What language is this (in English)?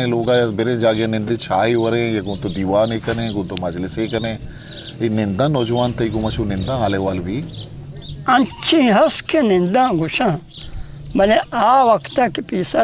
Eastern Balochi